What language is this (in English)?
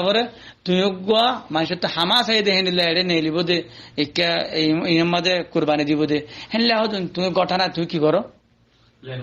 Rohingya